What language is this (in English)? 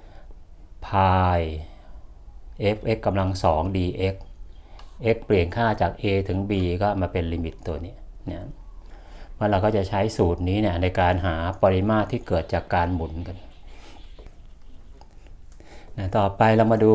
Thai